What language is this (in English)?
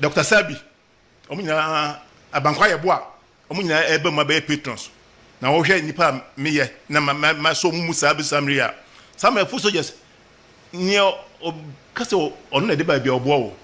Akan